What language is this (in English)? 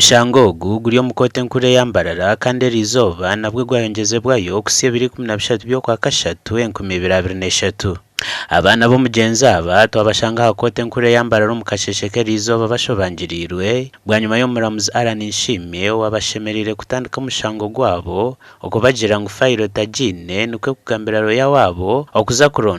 Nyankole